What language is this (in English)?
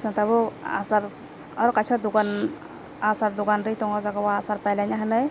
Kok Borok